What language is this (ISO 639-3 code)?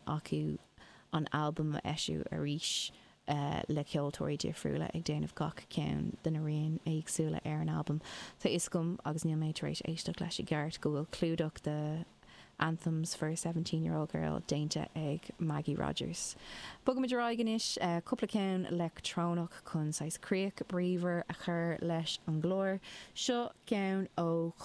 gle